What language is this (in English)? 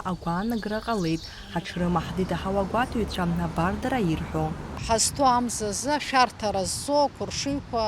Abkhazian